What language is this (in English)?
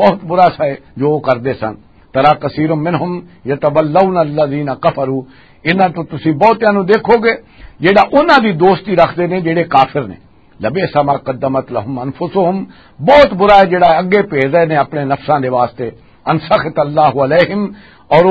Western Panjabi